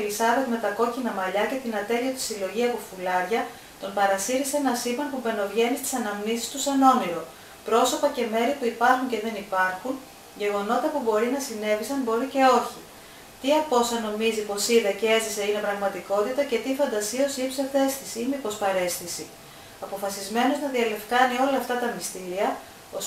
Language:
Greek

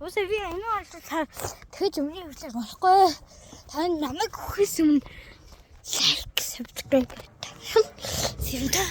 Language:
Mongolian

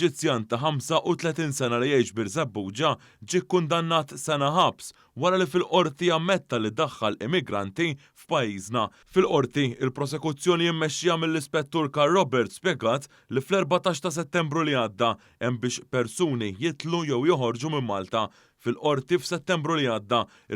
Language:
Maltese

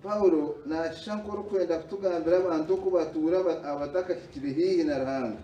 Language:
Nyankole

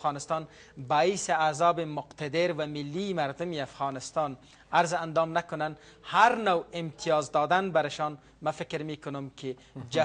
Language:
Persian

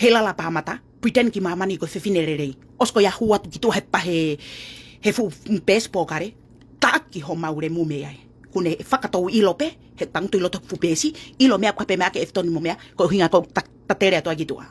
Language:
Tongan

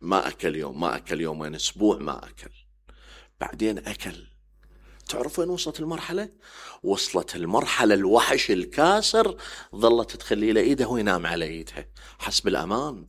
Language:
Mesopotamian Arabic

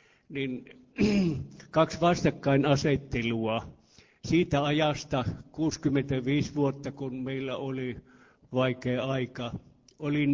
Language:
Finnish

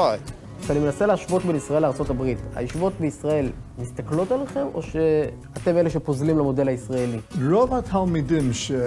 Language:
Hebrew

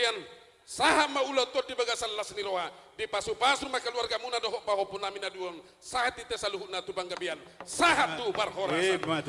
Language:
Batak Toba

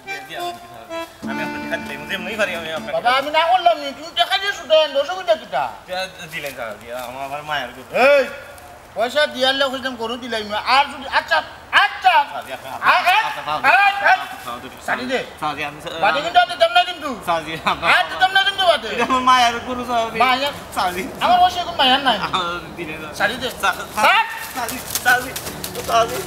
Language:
Sylheti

